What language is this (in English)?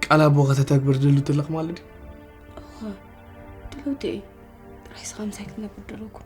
Tigrinya